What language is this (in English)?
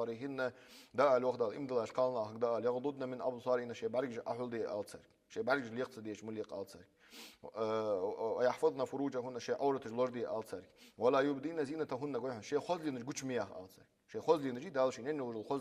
Ingush